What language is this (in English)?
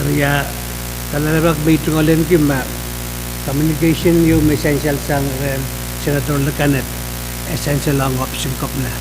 Pohnpeian